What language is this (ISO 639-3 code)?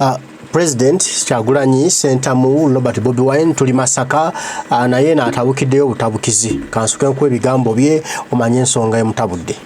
lug